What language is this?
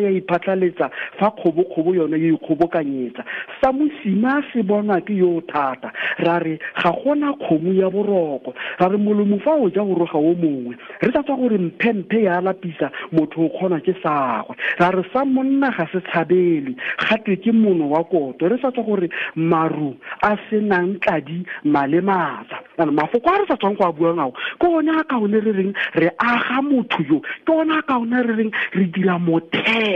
Tswana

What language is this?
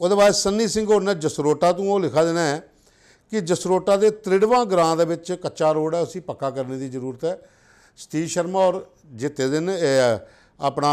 Dogri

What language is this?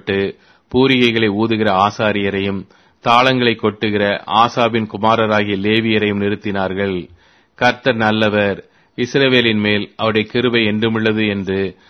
Tamil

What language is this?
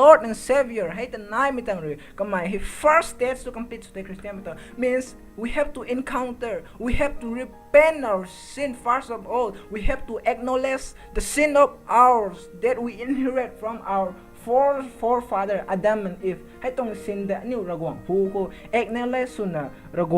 Rongmei Naga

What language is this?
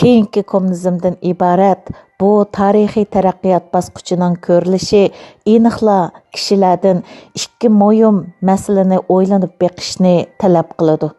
Uyghur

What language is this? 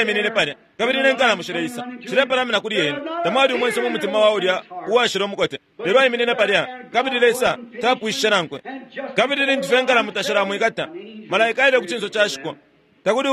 Bemba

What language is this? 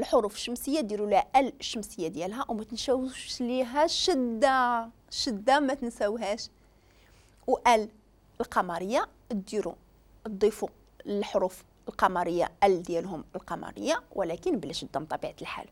Moroccan Arabic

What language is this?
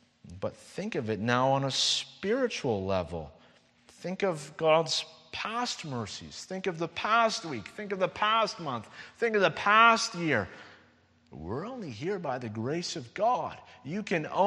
English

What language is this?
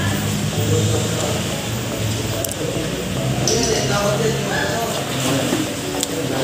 Filipino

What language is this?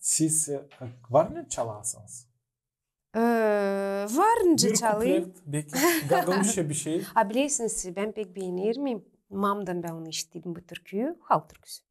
Gagauz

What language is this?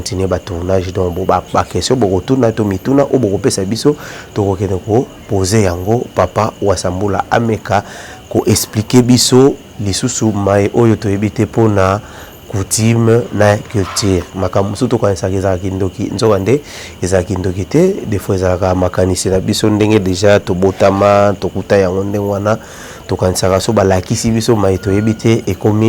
Lingala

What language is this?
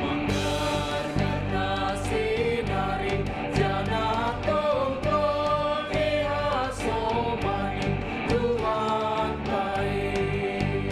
Batak Simalungun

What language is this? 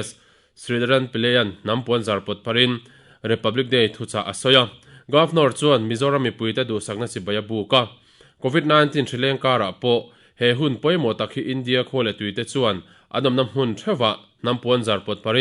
Mizo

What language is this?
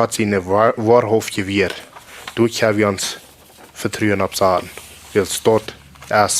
Plautdietsch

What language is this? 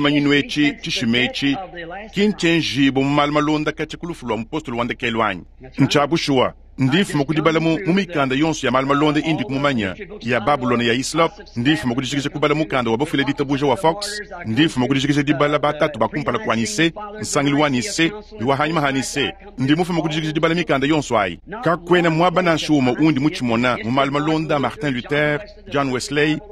Luba-Lulua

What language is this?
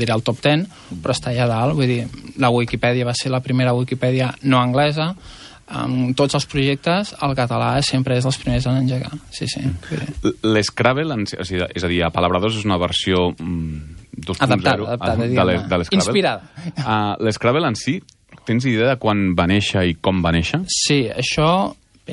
Catalan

